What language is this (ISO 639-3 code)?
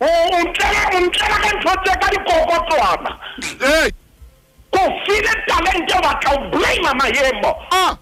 sot